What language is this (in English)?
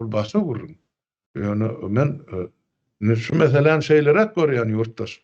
Turkmen